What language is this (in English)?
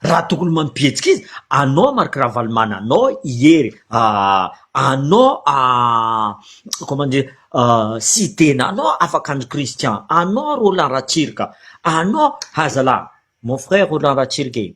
Malagasy